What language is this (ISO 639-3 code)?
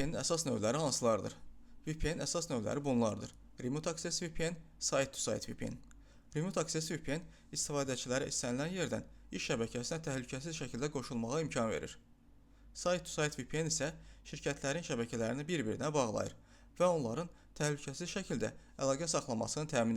aze